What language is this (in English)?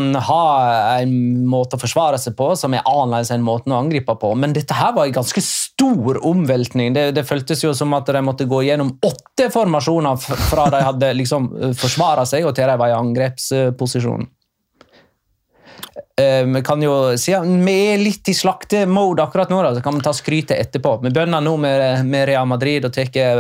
Norwegian